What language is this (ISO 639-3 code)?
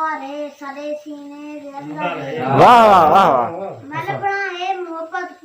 skr